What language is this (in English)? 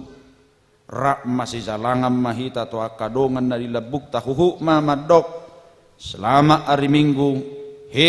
Batak Toba